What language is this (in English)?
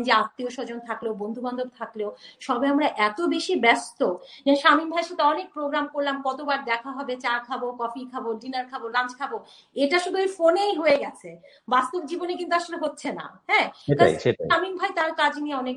Bangla